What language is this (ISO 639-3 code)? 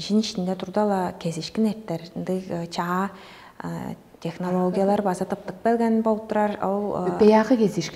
tyv